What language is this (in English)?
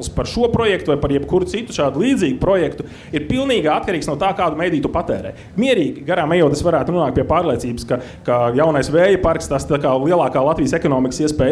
Latvian